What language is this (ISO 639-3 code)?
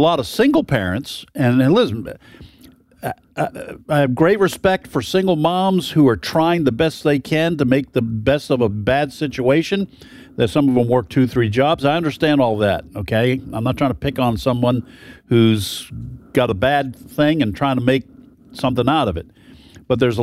eng